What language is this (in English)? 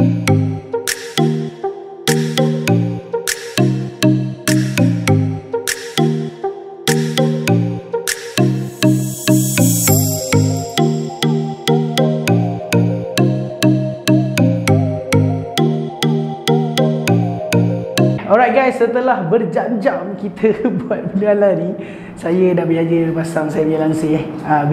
Malay